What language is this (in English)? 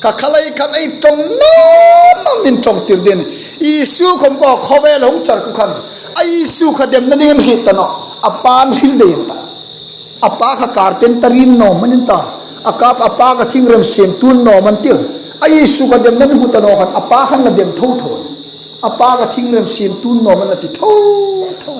Hmar